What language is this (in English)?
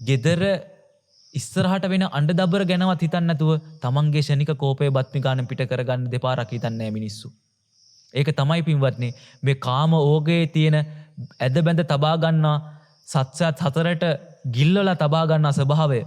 Sinhala